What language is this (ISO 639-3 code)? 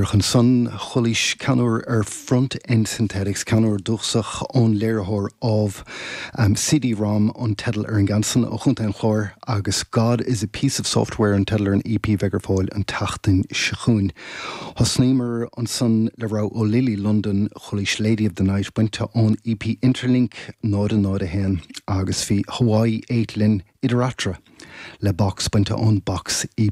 gle